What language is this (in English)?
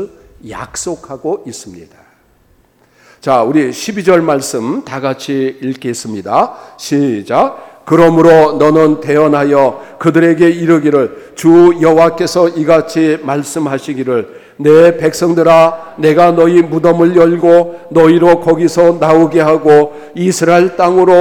Korean